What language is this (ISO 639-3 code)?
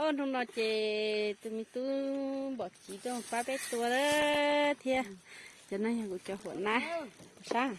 hmn